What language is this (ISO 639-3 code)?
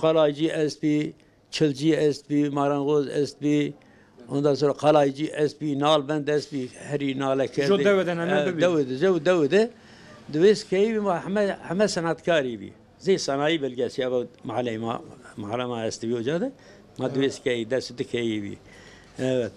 zza